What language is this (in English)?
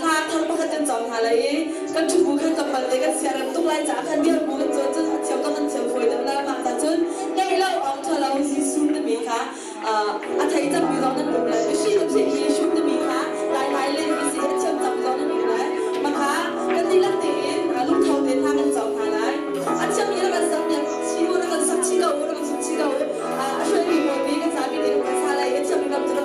Hakha Chin